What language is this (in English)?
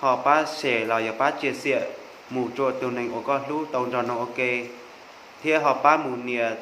Hmong